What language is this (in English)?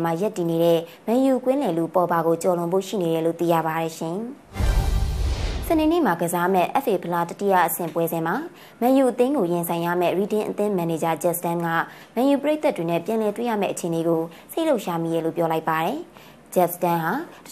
Burmese